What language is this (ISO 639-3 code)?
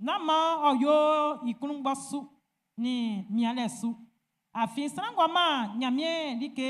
bci